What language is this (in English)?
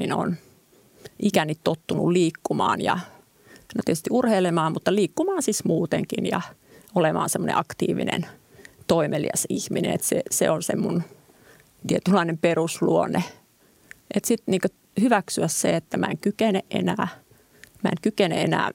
Finnish